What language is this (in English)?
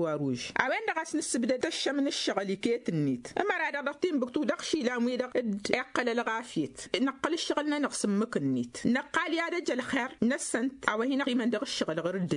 Tamasheq